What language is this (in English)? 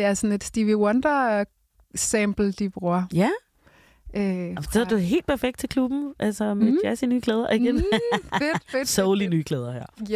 Danish